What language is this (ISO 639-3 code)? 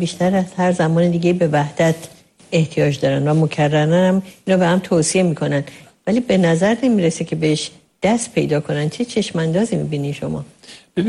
fas